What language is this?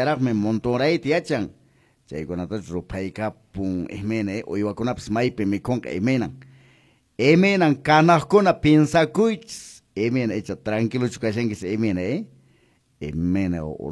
Quechua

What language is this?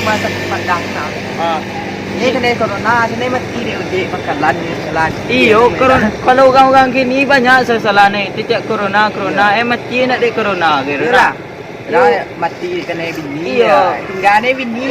Minangkabau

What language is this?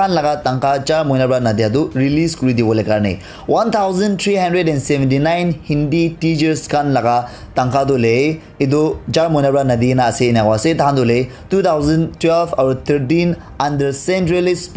Naga Pidgin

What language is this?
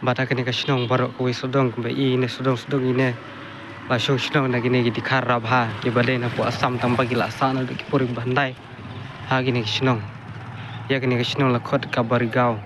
Khasi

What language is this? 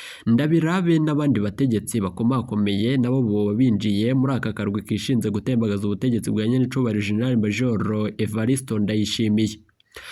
Rundi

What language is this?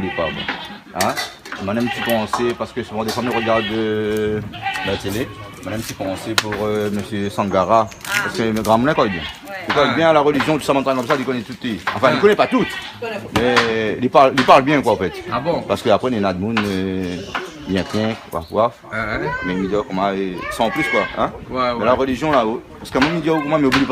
Réunion Creole French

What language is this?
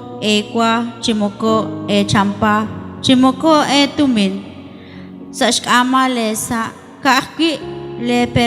Kekchí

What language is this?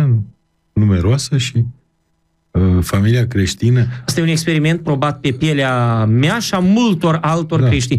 Romanian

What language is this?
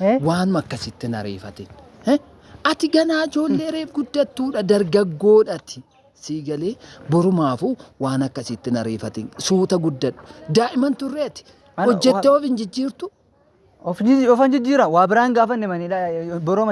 Oromo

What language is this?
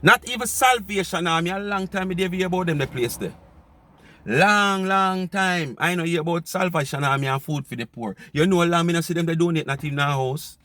Jamaican Creole English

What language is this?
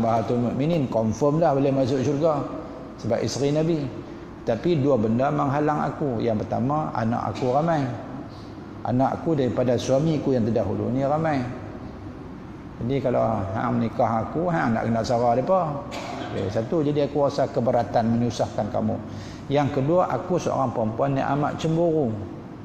Malay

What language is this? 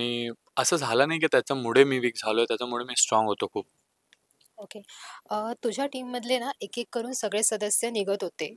Marathi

